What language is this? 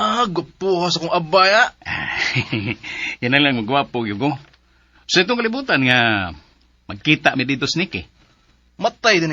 Cebuano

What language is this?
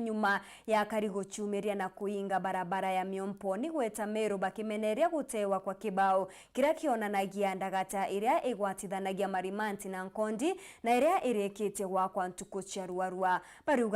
Meru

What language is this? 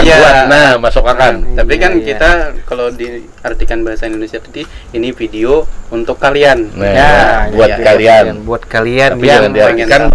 Banjar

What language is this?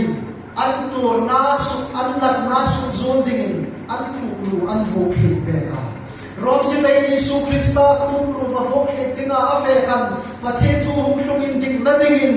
Hmar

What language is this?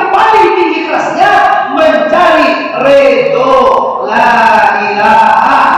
Minangkabau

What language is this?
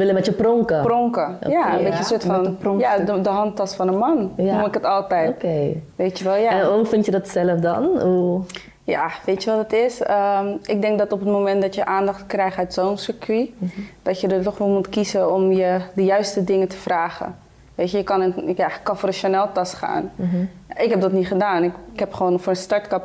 Dutch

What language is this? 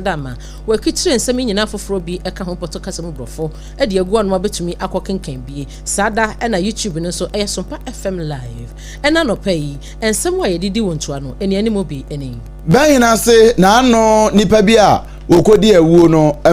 Akan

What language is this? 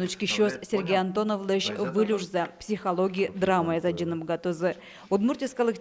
Udmurt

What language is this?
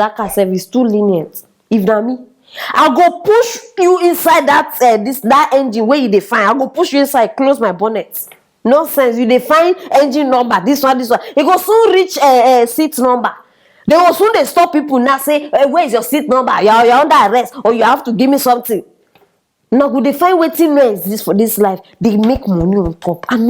Nigerian Pidgin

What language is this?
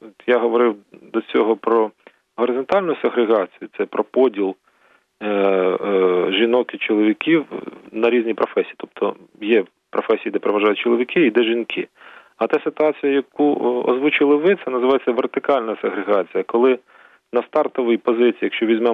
Ukrainian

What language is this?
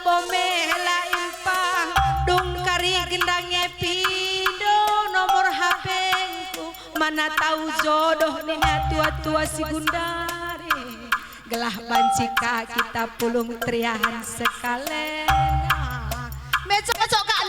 Batak Karo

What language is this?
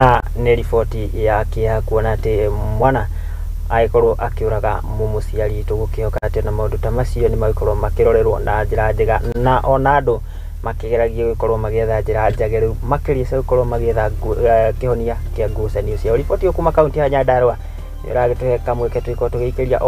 Kikuyu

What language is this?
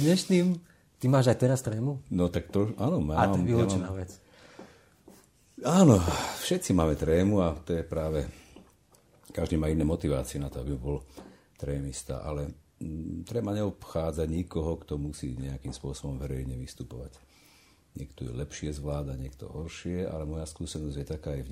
Slovak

